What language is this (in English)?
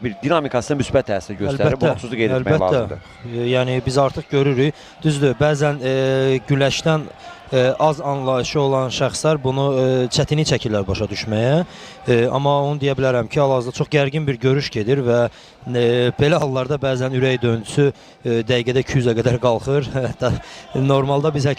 Azerbaijani